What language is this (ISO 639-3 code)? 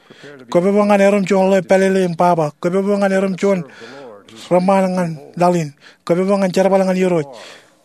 mah